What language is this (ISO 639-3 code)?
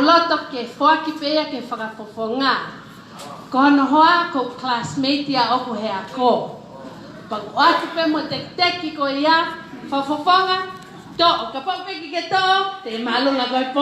ton